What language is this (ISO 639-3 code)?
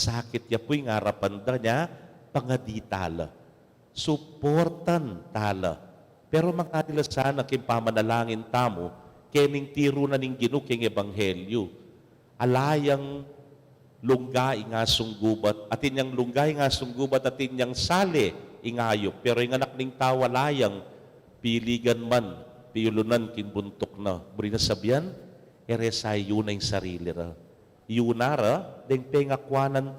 pam